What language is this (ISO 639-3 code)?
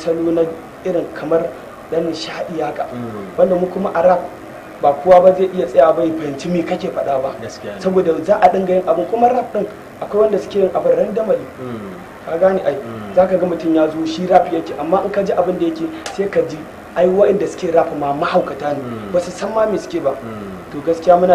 hau